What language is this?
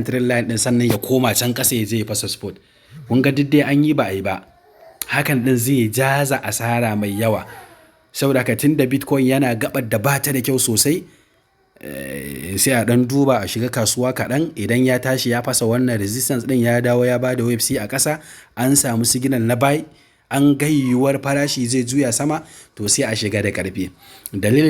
Hausa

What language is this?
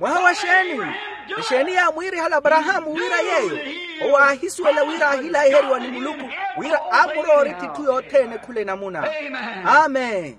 Makhuwa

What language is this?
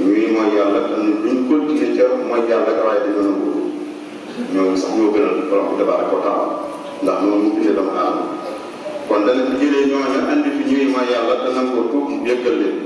Wolof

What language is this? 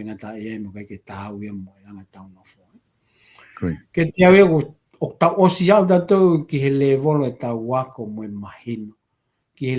Tongan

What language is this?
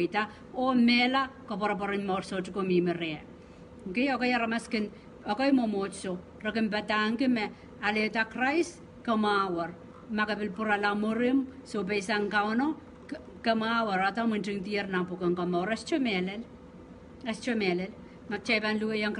Pohnpeian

